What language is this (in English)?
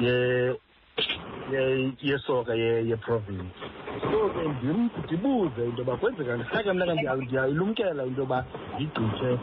Xhosa